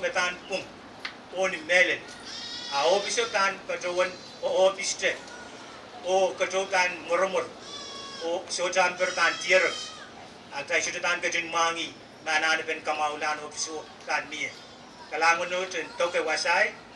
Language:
Pohnpeian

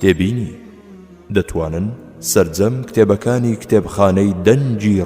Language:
Central Kurdish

